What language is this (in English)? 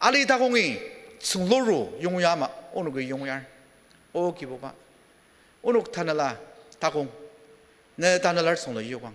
Ao Naga